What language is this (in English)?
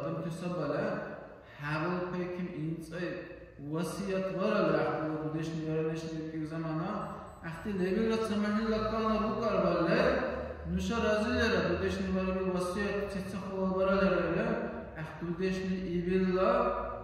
Dargwa